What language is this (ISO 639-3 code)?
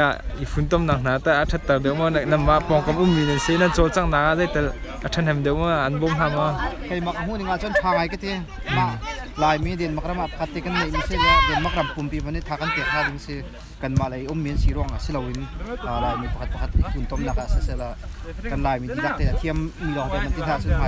cnh